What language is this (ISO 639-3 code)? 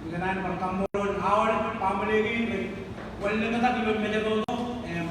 mah